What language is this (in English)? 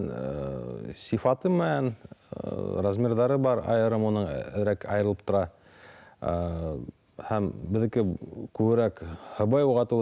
Bashkir